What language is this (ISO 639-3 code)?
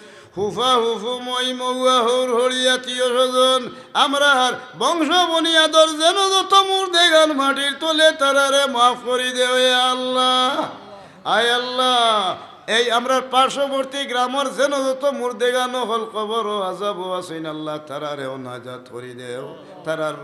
syl